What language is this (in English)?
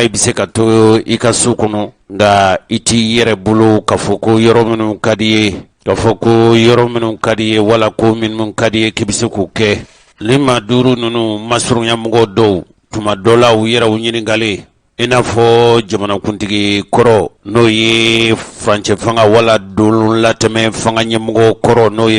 Bambara